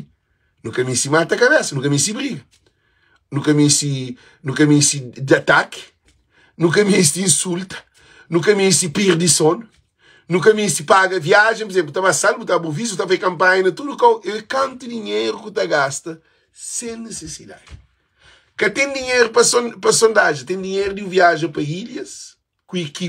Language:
Kabuverdianu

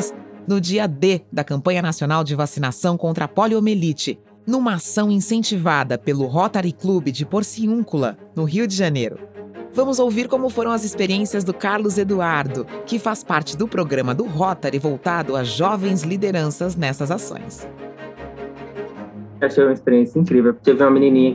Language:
Portuguese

